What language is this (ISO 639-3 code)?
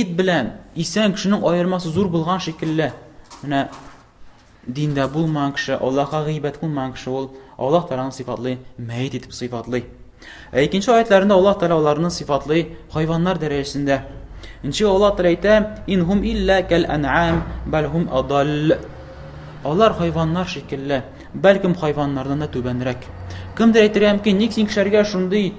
tat